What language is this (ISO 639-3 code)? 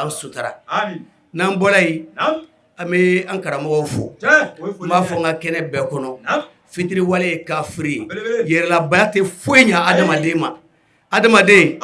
bam